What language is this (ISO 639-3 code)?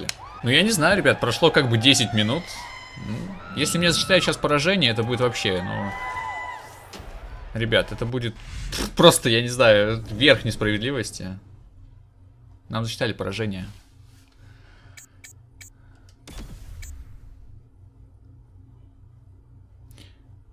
rus